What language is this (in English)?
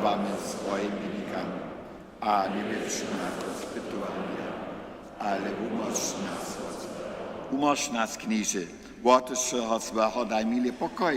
Upper Sorbian